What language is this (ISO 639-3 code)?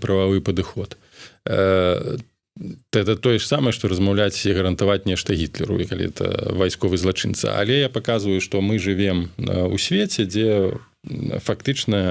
bel